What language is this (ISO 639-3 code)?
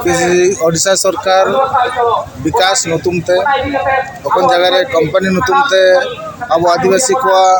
sat